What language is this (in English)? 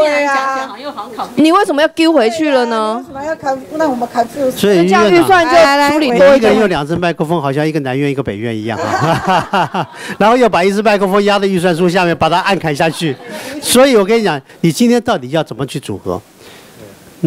Chinese